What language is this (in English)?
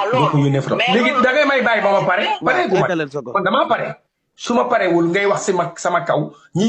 Wolof